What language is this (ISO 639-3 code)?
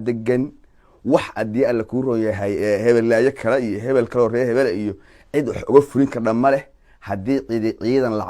som